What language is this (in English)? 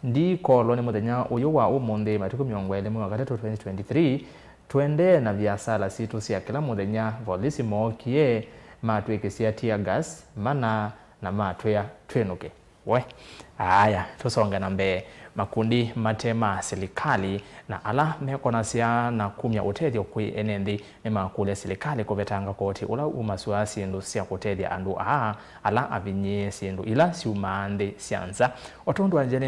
Kamba